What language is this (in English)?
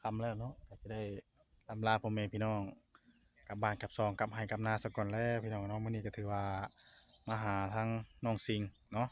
Northeastern Thai